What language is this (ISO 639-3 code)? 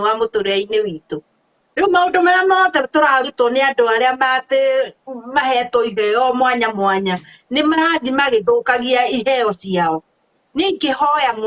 kik